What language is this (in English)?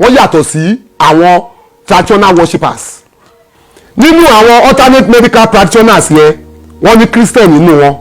Yoruba